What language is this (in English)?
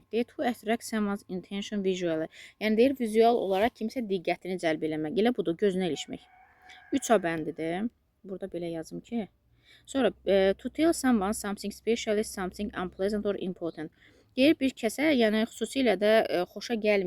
Azerbaijani